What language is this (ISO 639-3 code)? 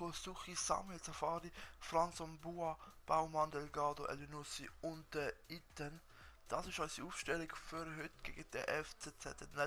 gsw